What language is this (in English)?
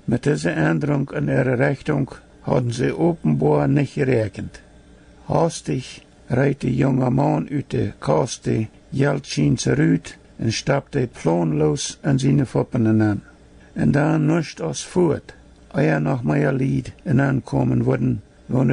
Plautdietsch